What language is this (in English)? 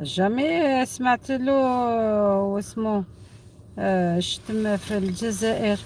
Algerian Arabic